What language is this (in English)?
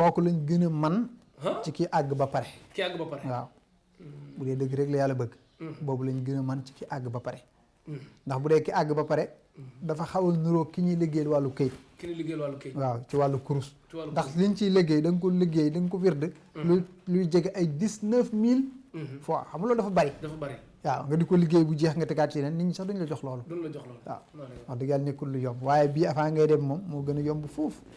Wolof